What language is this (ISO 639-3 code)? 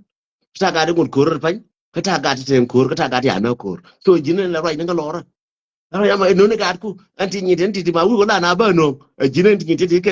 nus